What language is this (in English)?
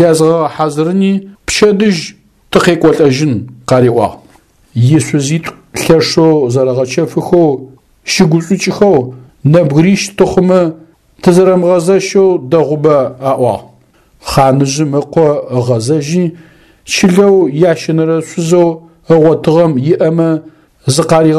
Adyghe